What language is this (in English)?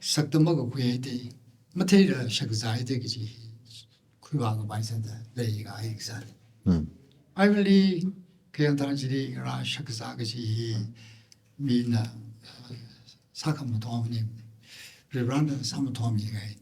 Tangkhul Naga (India)